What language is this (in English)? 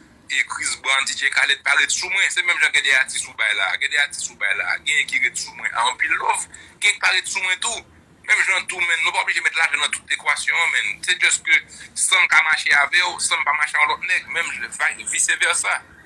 Haitian Creole